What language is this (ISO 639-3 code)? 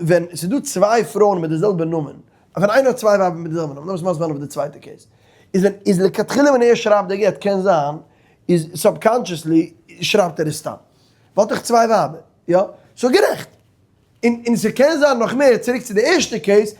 yid